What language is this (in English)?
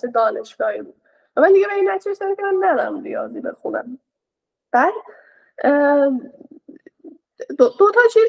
Persian